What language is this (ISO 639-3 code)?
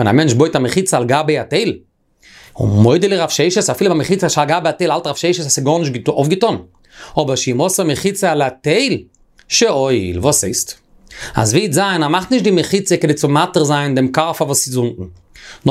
yid